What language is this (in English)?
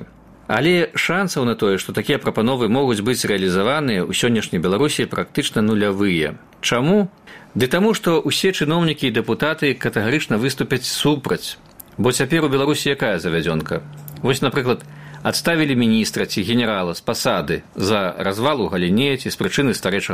Belarusian